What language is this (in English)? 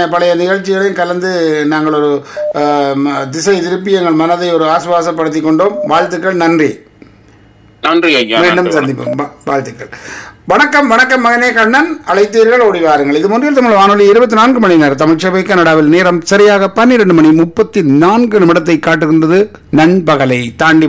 Tamil